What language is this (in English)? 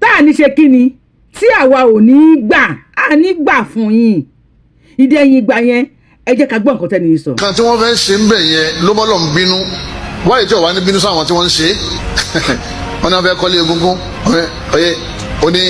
Yoruba